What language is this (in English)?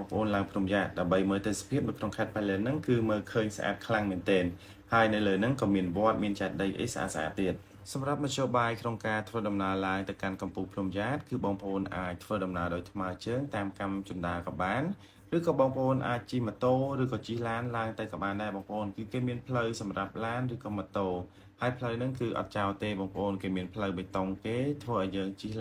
Khmer